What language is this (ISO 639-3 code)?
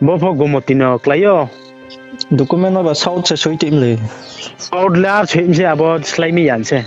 ria